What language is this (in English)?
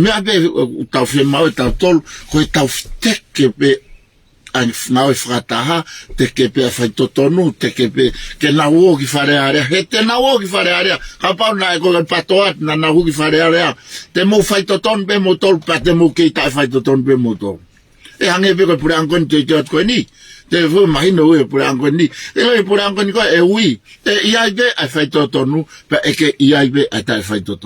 Tongan